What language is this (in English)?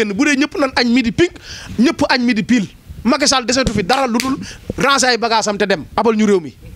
Wolof